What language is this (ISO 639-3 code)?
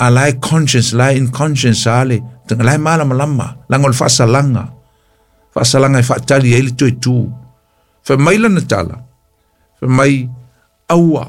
smo